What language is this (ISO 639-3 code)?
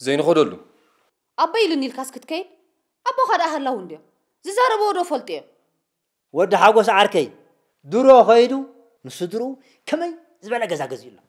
tir